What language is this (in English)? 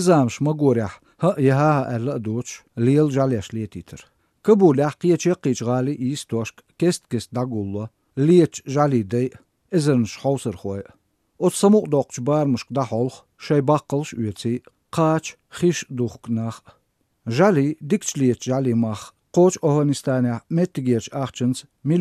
Chechen